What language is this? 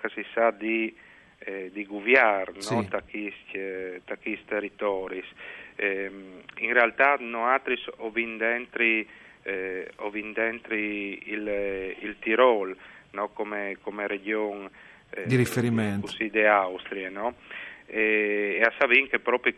Friulian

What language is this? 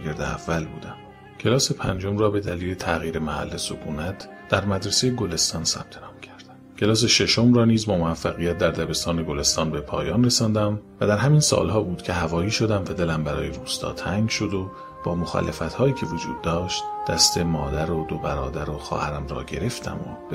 Persian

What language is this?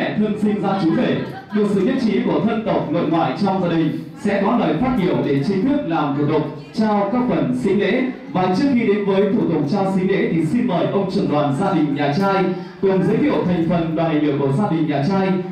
Vietnamese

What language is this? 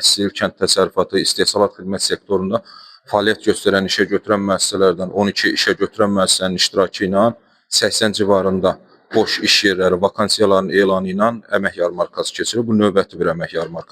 Azerbaijani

